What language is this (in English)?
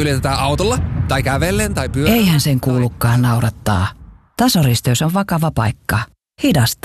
Finnish